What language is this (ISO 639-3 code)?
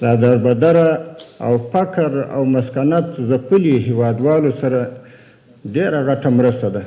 pus